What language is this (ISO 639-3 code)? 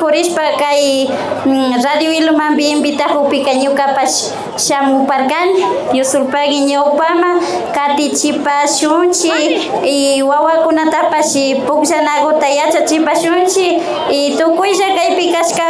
qvi